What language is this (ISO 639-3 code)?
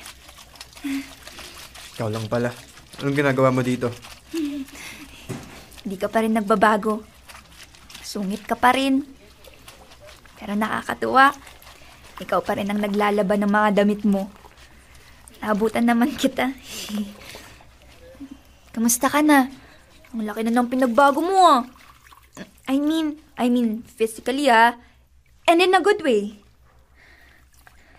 fil